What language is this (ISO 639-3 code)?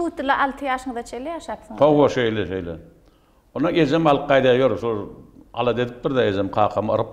tuk